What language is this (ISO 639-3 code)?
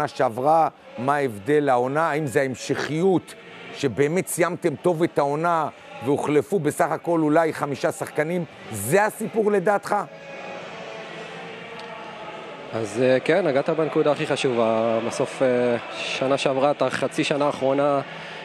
heb